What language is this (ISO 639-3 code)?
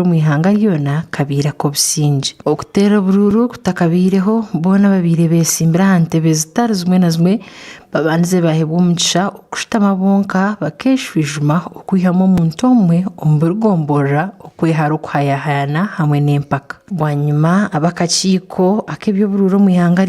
nyn